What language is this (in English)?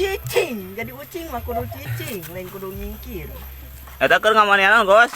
Sundanese